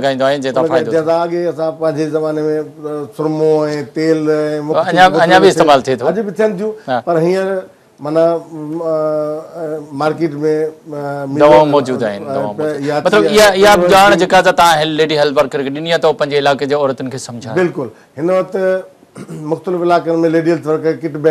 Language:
Sindhi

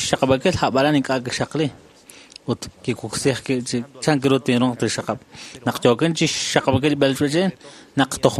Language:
Kekchí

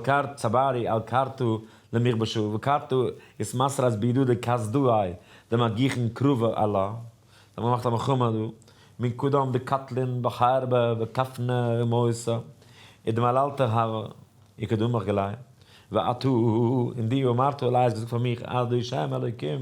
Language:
Yiddish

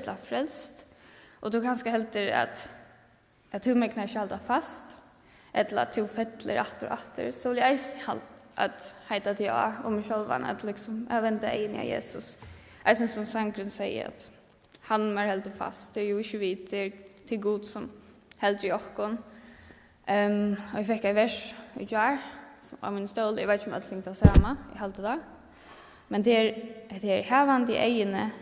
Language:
Faroese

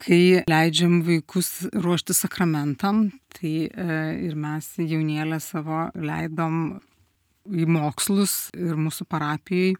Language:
Lithuanian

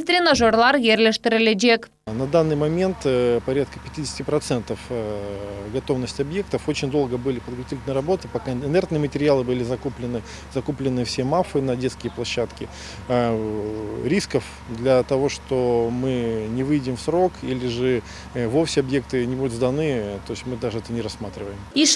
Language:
Crimean Tatar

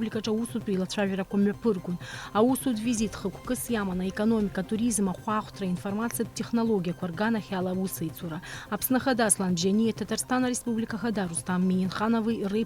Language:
Abkhazian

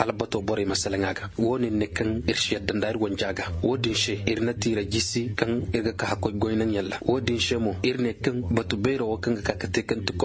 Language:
Koyraboro Senni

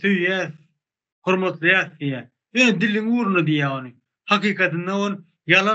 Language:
Turkmen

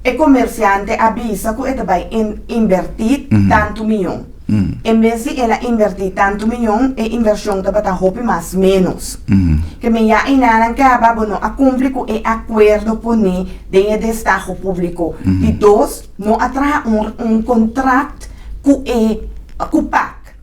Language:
Papiamento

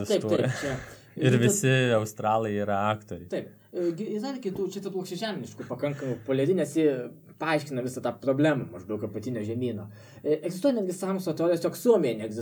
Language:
Lithuanian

